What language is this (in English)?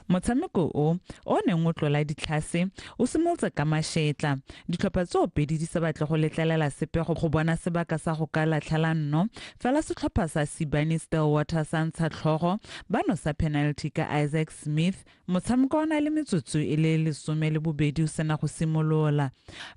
Tswana